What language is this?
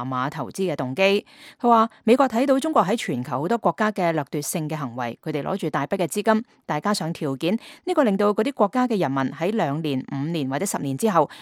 Cantonese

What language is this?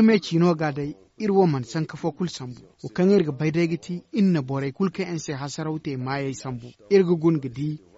Zarma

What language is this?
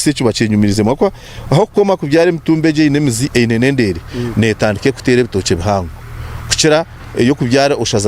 Nyankole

